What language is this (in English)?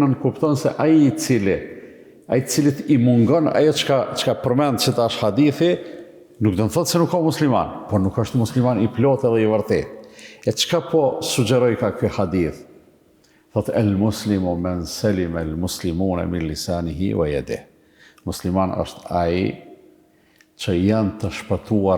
Albanian